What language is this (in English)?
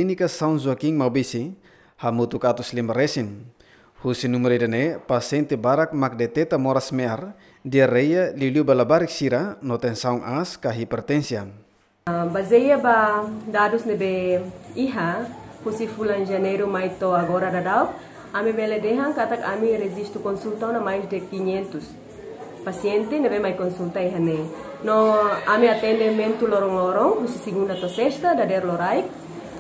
Tetum